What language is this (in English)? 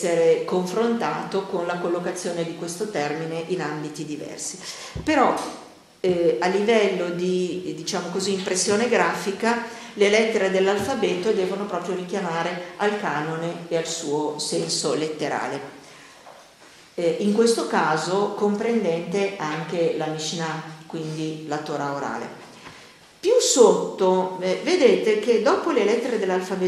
Italian